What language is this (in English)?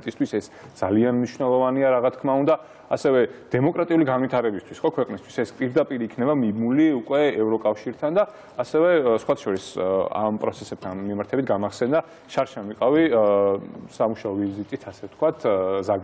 Georgian